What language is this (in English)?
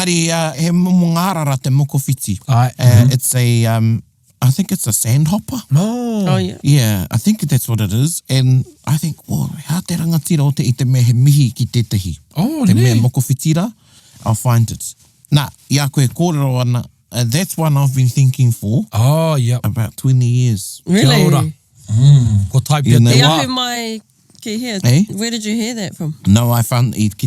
Māori